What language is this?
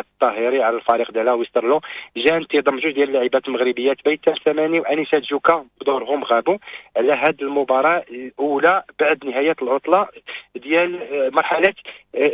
Moroccan Arabic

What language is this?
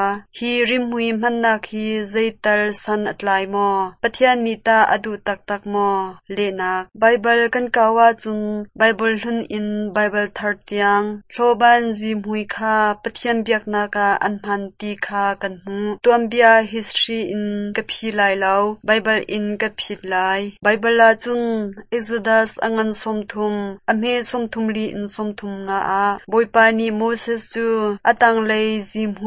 Hakha Chin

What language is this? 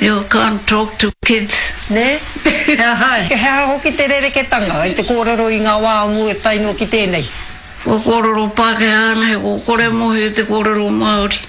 Māori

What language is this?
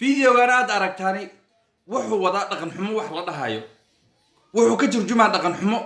Somali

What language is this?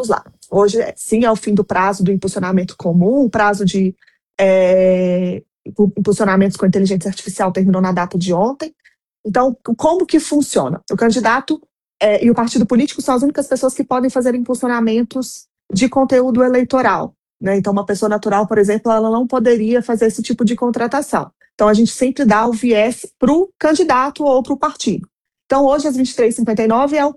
Portuguese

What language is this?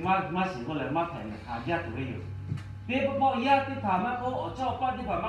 Lahu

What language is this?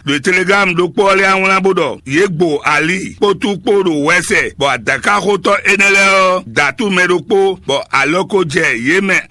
Fon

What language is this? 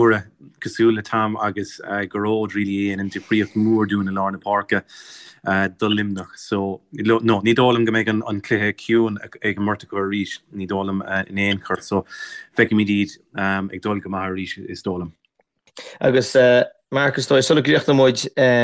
Irish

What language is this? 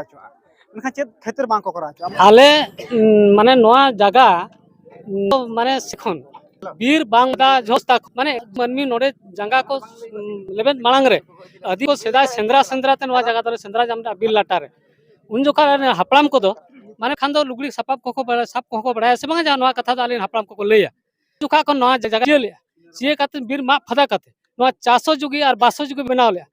Santali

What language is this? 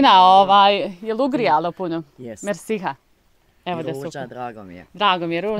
Bosnian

